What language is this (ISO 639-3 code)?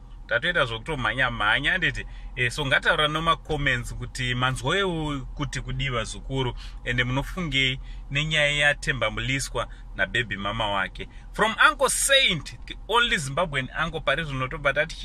sna